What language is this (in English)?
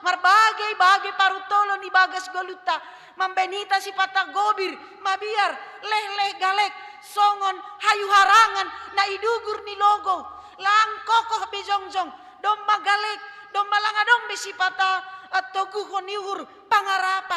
Batak Simalungun